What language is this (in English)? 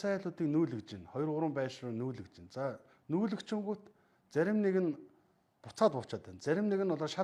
Mongolian